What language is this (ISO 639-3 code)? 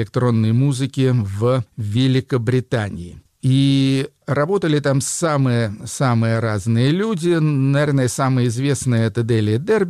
rus